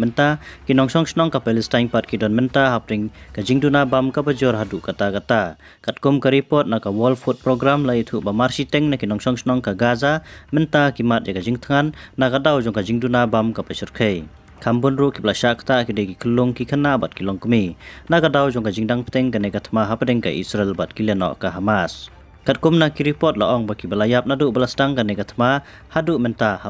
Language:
Khasi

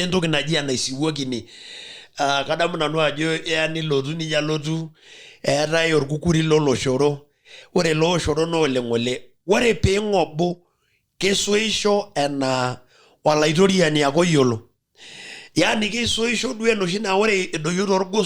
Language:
Masai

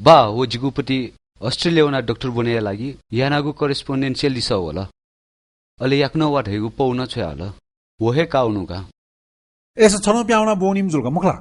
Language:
Newari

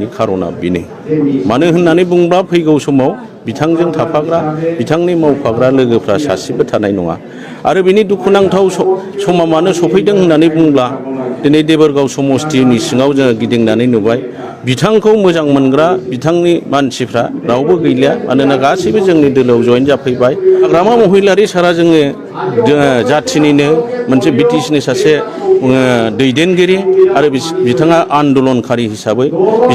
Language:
Bodo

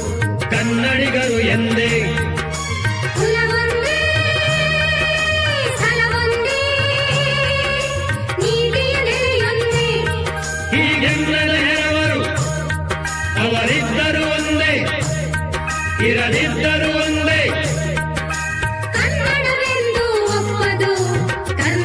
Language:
Kannada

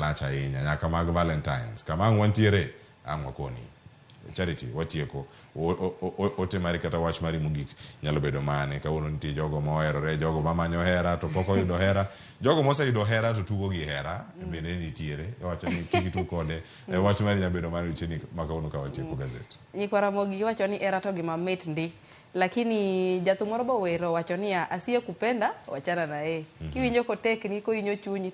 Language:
Luo (Kenya and Tanzania)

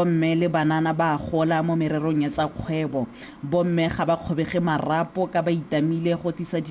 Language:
Tswana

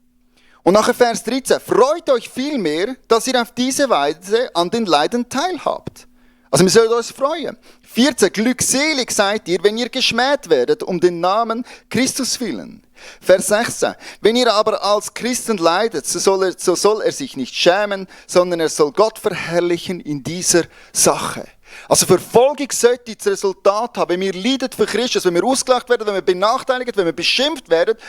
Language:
Swiss German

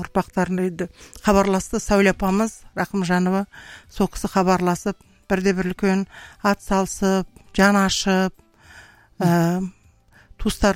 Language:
Kazakh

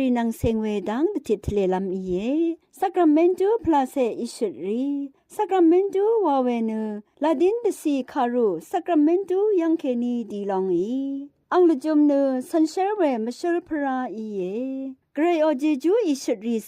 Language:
Rawang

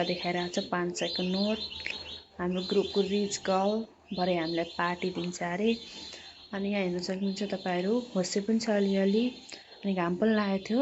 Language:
Nepali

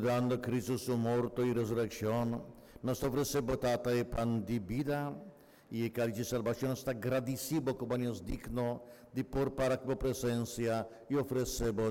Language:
Papiamento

